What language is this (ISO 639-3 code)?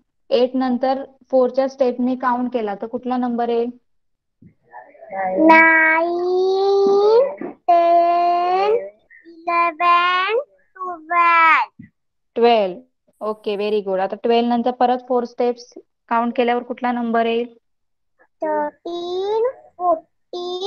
mar